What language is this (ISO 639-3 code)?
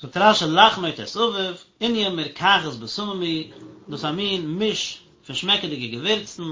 yid